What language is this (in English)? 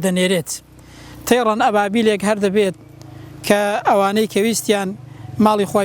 Central Kurdish